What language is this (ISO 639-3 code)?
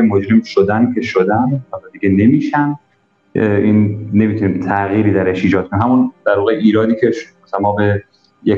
fas